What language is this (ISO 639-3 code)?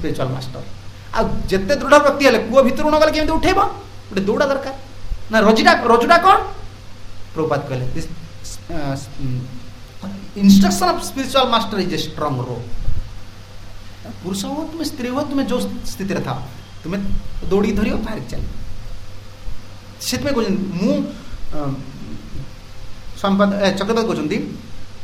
ori